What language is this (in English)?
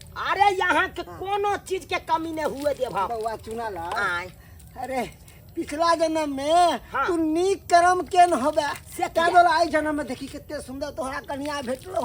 Maithili